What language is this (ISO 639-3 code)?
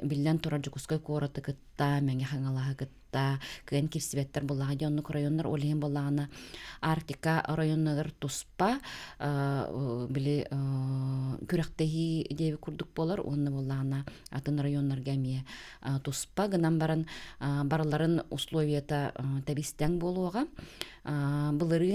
sah